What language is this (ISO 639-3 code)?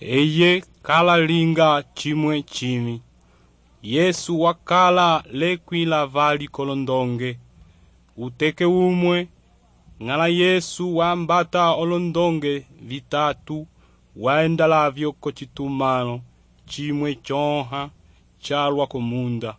umb